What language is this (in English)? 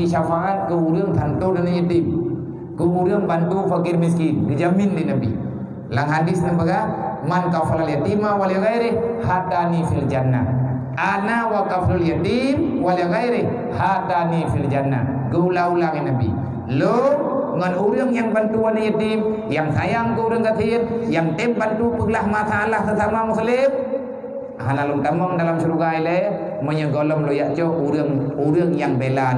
Achinese